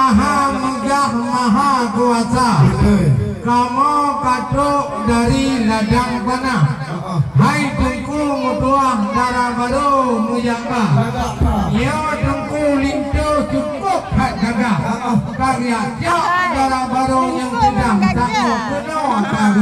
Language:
Achinese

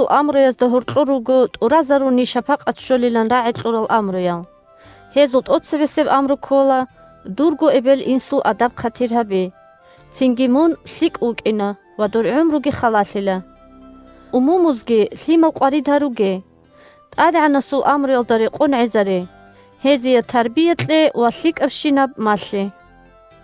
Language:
Avaric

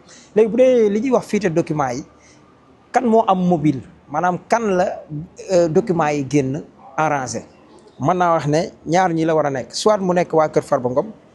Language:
Wolof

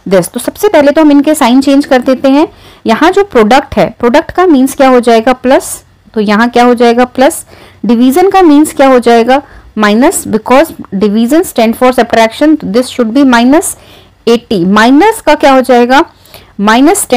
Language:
Hindi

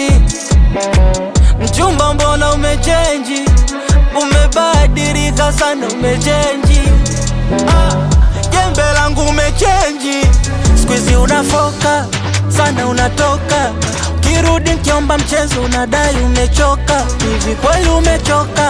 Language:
Swahili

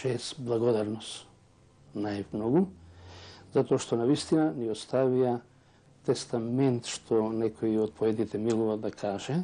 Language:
Macedonian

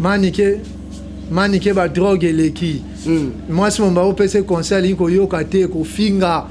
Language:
Lingala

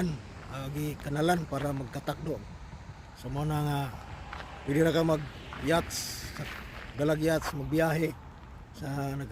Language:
Cebuano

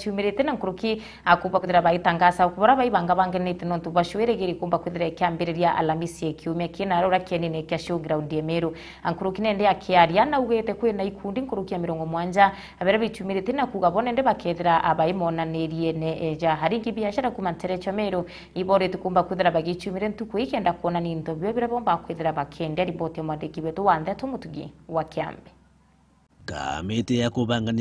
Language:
Meru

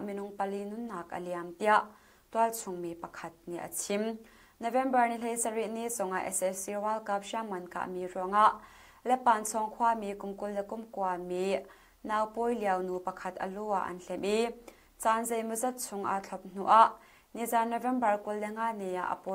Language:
Hakha Chin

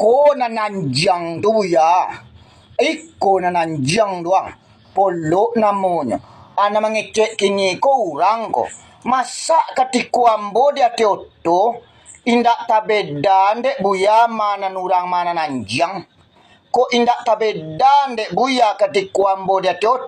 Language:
Minangkabau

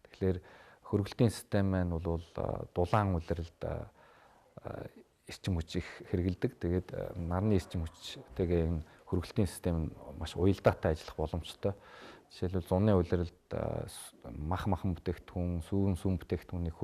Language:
Mongolian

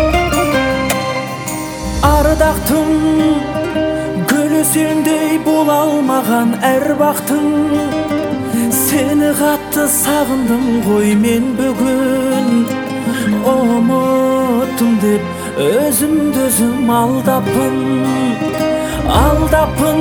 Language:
Kazakh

